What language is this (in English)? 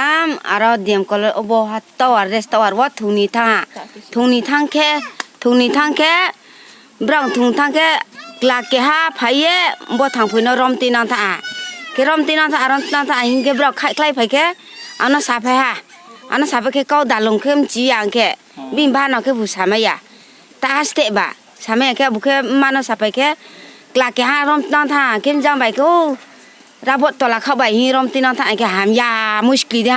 Riang (India)